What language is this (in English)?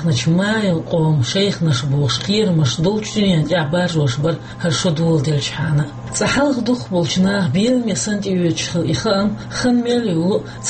Chechen